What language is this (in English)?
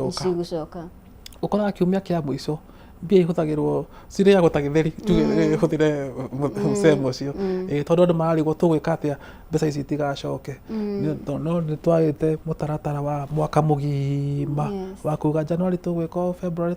Kikuyu